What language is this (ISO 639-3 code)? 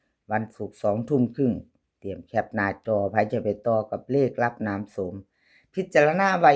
tts